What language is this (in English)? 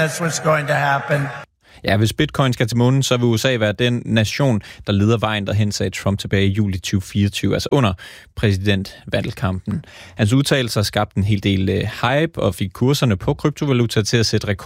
Danish